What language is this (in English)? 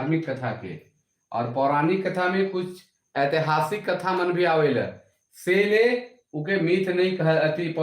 Sadri